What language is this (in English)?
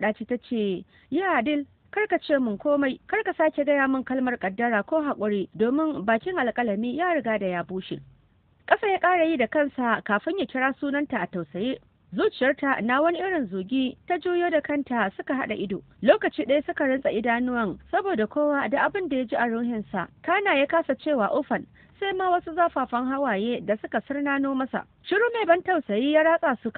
Hausa